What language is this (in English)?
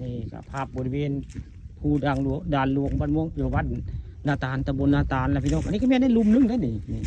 Northeastern Thai